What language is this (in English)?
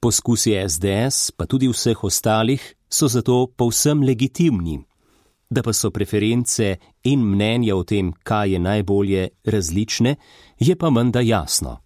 Slovenian